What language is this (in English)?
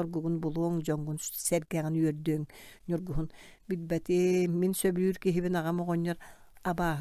Yakut